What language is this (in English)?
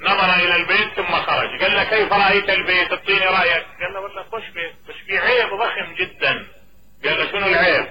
Mesopotamian Arabic